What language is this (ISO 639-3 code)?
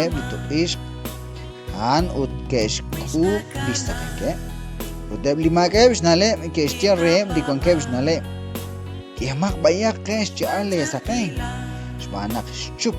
kek